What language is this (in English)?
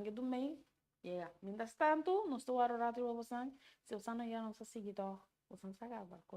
Papiamento